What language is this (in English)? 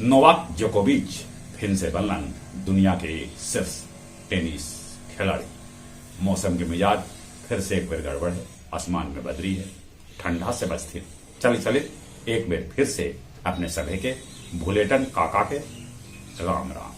Magahi